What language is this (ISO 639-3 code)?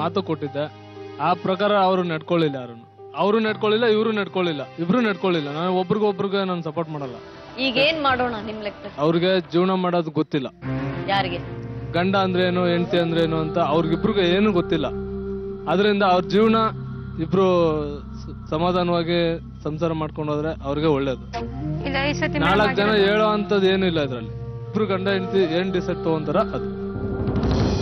kan